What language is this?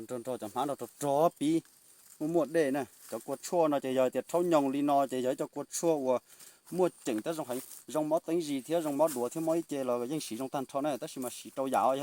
Hmong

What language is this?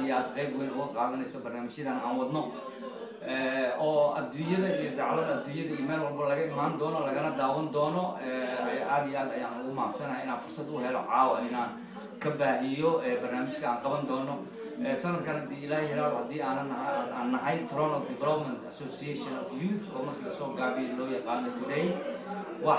Somali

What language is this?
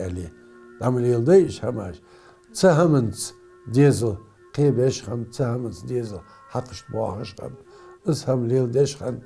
Ingush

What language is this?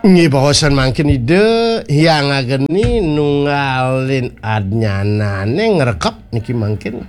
Balinese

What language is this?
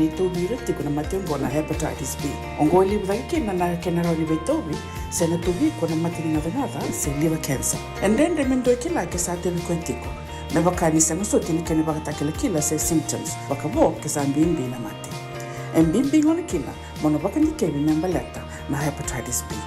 Fijian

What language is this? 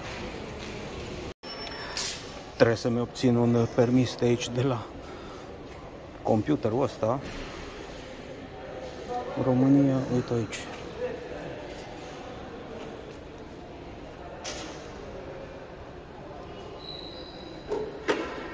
Romanian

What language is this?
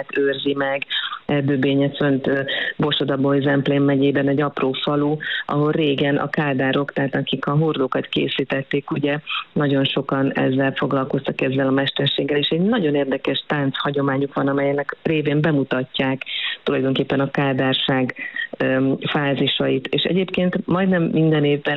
Hungarian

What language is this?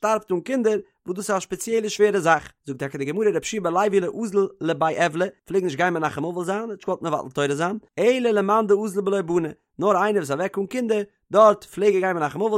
Yiddish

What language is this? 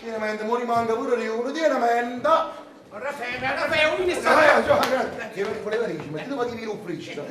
Neapolitan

